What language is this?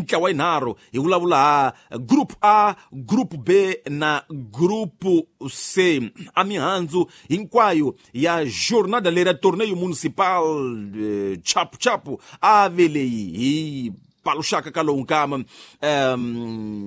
Tsonga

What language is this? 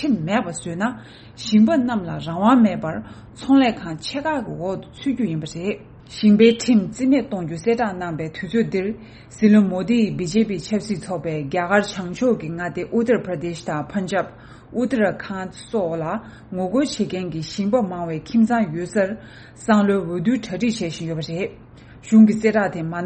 Tibetan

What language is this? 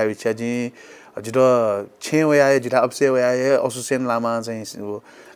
Newari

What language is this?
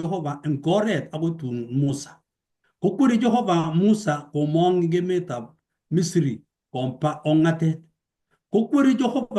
Kalenjin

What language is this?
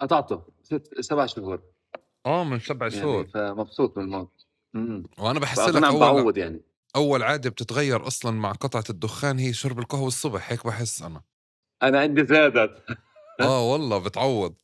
North Levantine Arabic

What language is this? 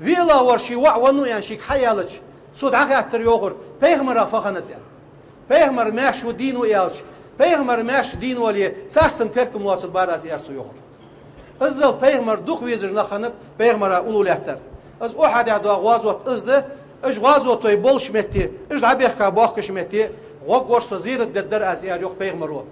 Ingush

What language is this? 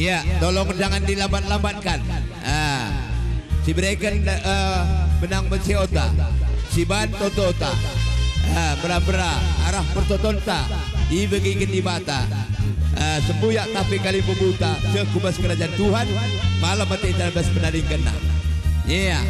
Batak Karo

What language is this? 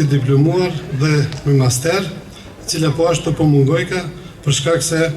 Albanian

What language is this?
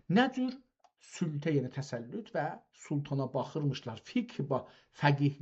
South Azerbaijani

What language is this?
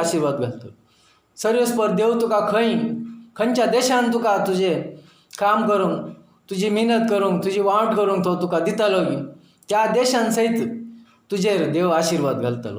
Konkani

